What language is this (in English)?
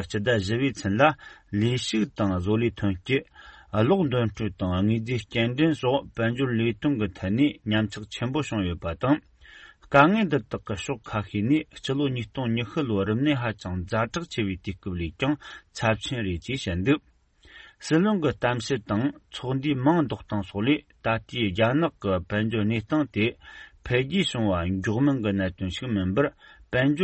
Tibetan